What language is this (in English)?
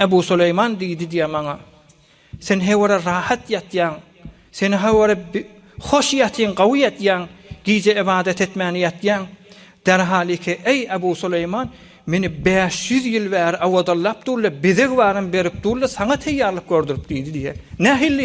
Turkmen